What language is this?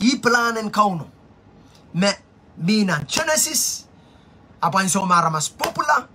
Pohnpeian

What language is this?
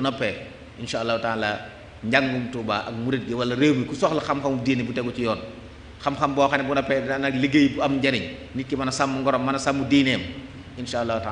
Wolof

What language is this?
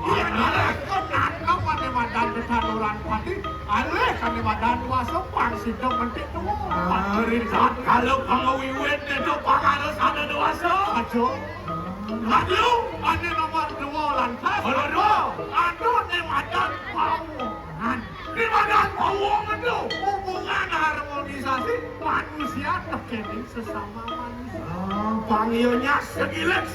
Balinese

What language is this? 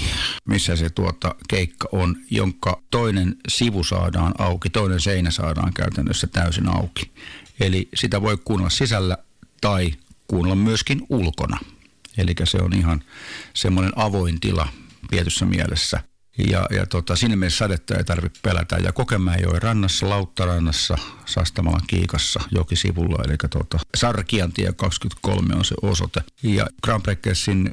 Finnish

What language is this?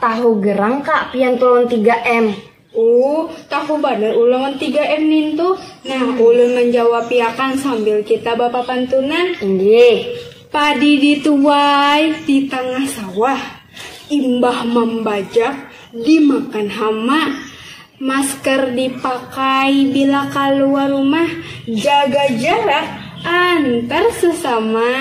Banjar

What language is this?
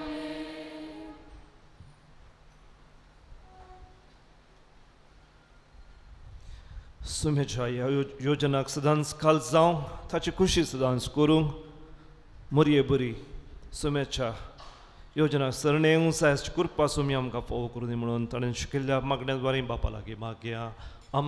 Konkani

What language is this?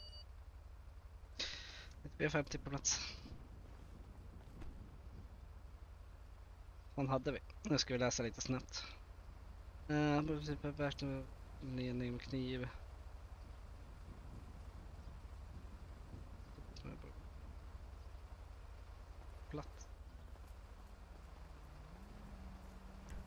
Swedish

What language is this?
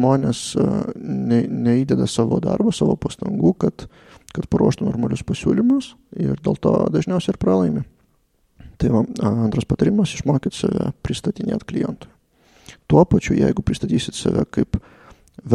Lithuanian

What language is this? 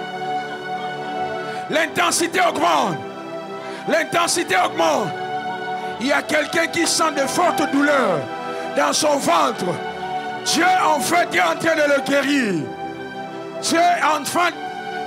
French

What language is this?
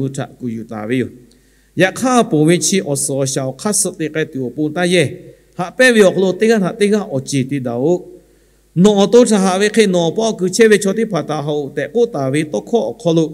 Lahu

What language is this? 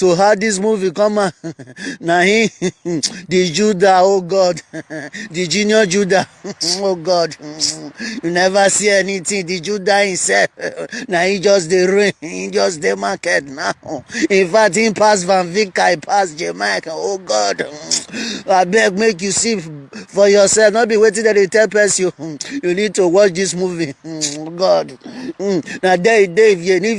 Nigerian Pidgin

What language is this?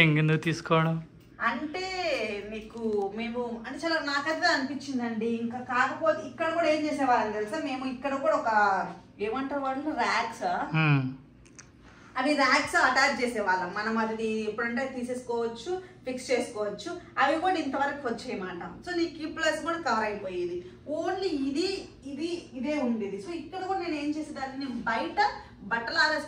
Telugu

